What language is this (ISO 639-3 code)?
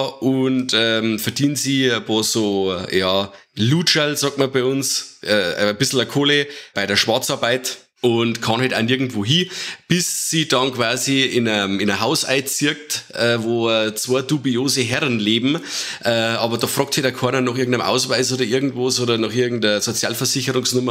bar